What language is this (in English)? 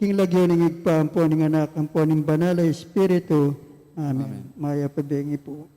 Pampanga